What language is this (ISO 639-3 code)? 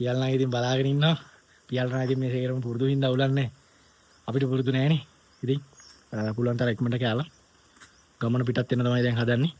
sin